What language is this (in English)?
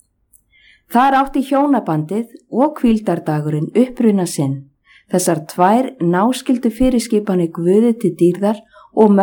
Icelandic